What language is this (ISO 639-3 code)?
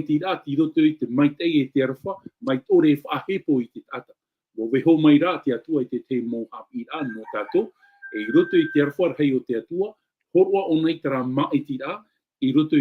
tah